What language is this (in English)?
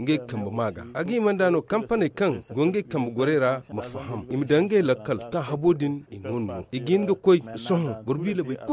Zarma